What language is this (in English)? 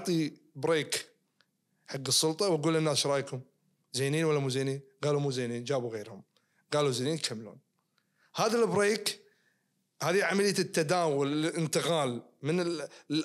Najdi Arabic